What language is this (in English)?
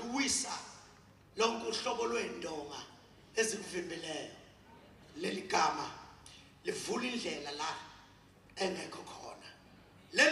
Zulu